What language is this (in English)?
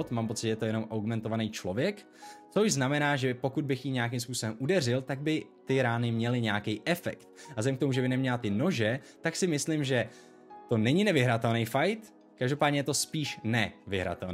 Czech